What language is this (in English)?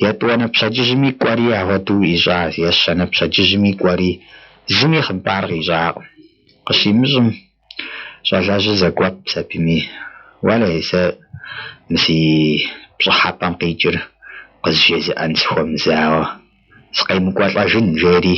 Kabardian